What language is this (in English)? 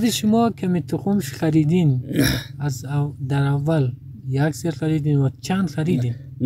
Persian